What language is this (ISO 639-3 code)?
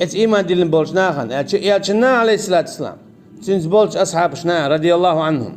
che